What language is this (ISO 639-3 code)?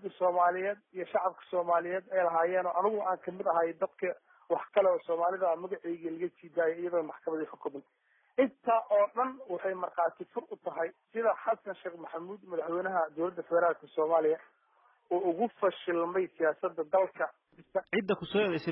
som